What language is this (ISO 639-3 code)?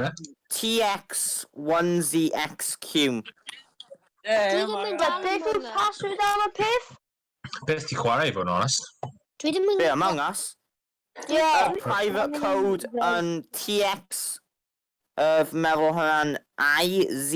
cym